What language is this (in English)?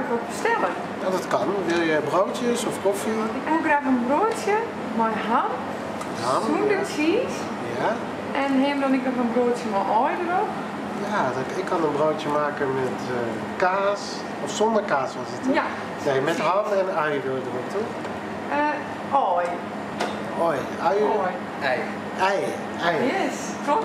Western Frisian